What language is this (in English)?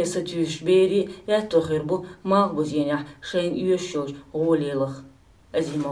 Chechen